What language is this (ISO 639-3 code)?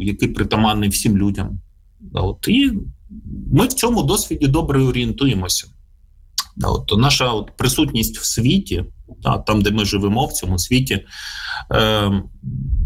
ukr